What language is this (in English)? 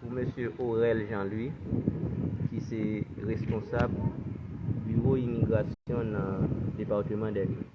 Haitian Creole